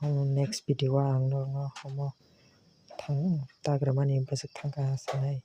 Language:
Kok Borok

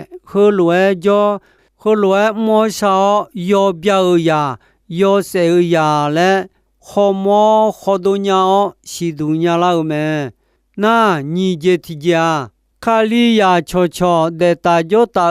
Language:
Akha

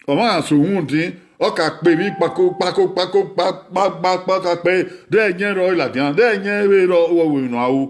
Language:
Bini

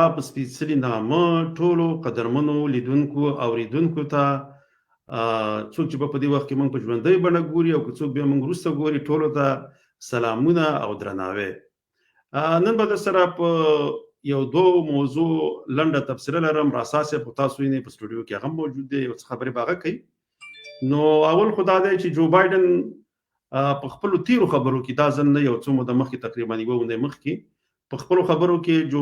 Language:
Pashto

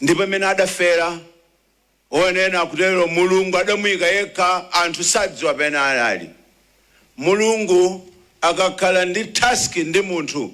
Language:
Nyanja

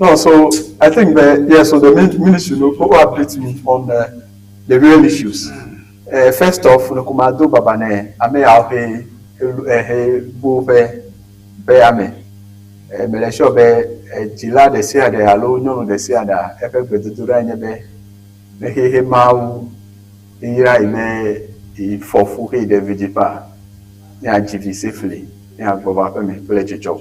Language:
Ewe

